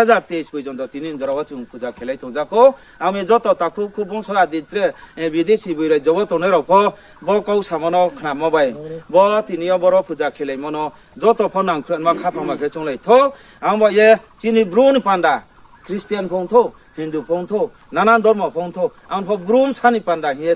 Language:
Riang (India)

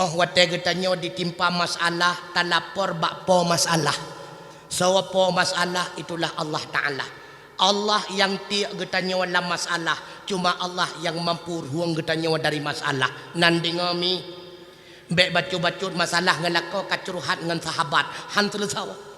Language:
Achinese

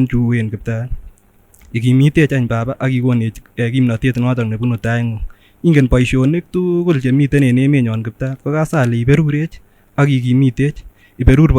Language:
Kipsigis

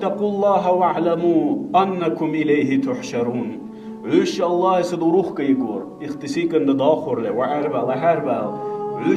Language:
Dargwa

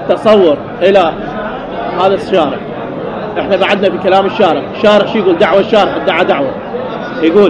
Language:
Mesopotamian Arabic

